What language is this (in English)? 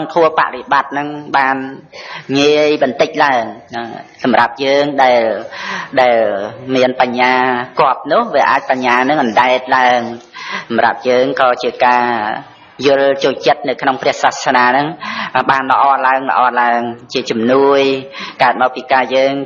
Khmer